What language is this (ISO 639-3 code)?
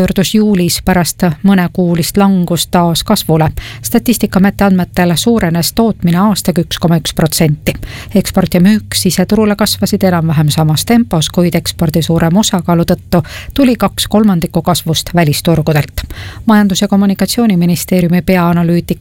est